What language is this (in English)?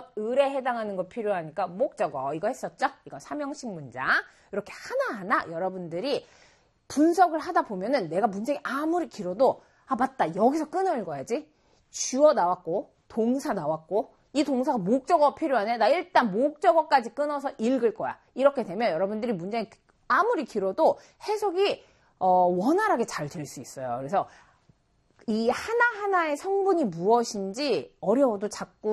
Korean